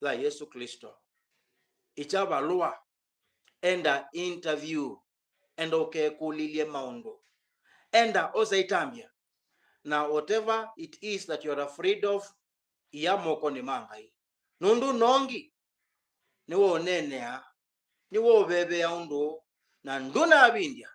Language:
Kamba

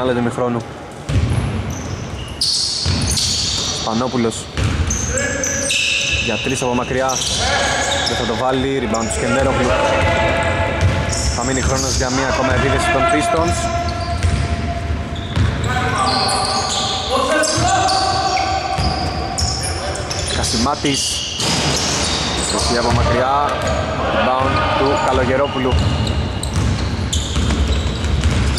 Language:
Greek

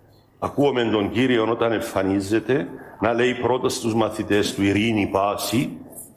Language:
Greek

